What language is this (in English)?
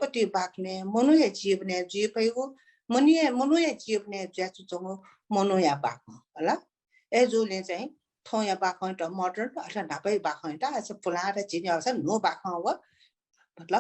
Newari